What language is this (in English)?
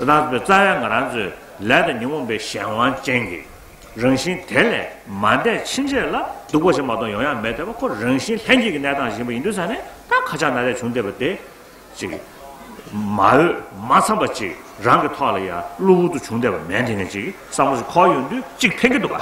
Tibetan